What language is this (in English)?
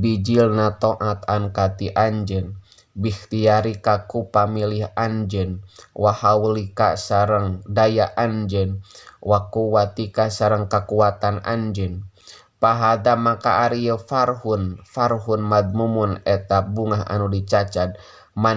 Sundanese